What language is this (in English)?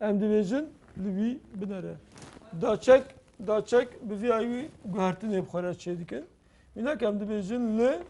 Kurdish